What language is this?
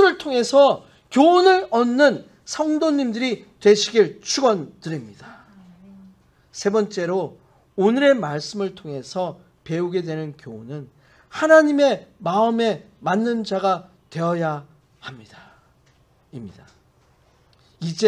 Korean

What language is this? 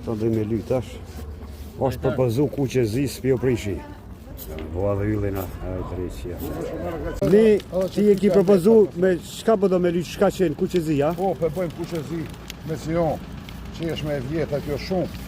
Albanian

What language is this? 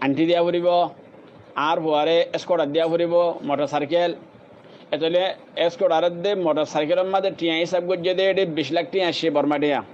Rohingya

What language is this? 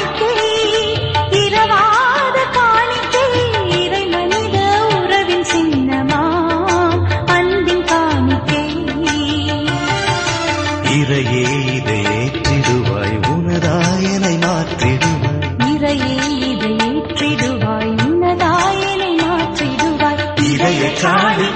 Tamil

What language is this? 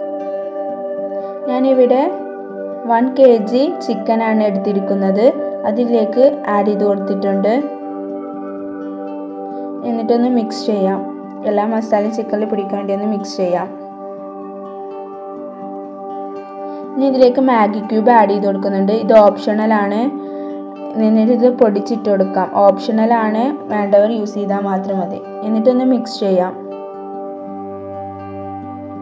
Malayalam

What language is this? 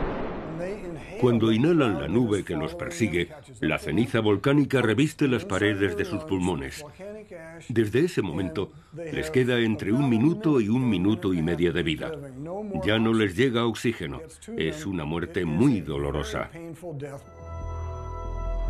Spanish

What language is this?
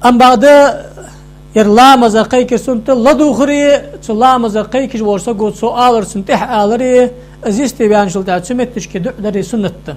Ingush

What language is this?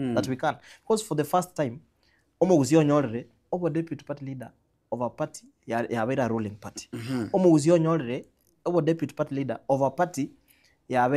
Gusii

